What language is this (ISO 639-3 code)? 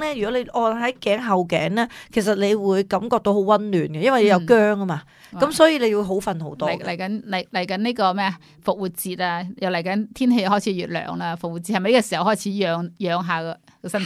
yue